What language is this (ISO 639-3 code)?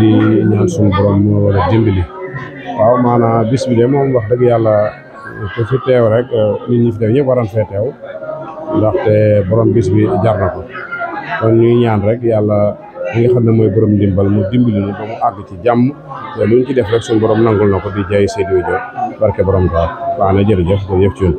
wol